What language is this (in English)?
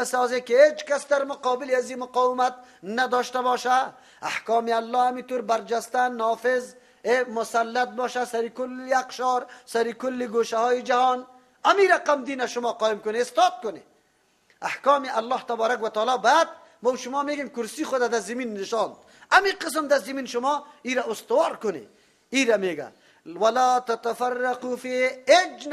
Persian